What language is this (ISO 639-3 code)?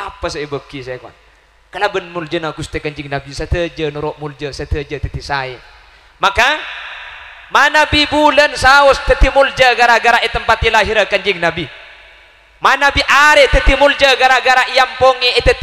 mad